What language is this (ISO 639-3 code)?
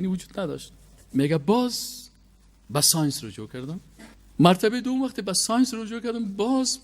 fas